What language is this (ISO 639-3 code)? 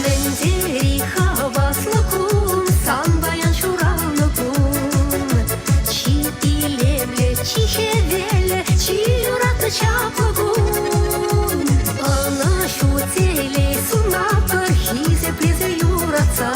chv